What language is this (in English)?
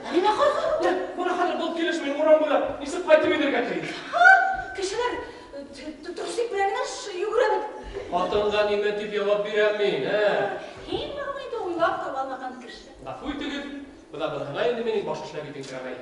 Bashkir